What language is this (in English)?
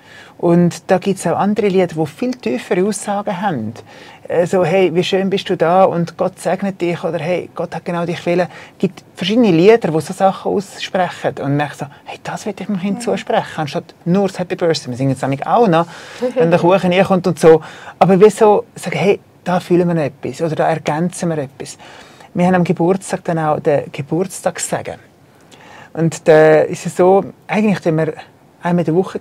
Swiss German